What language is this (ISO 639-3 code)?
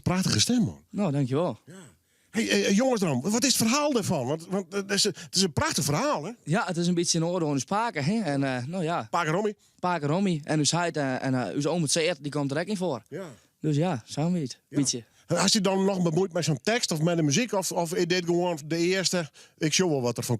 fry